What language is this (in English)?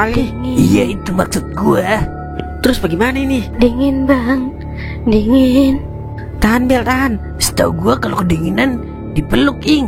Betawi